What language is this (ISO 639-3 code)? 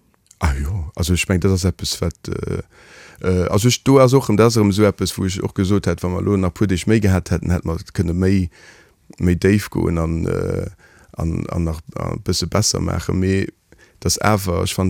ltz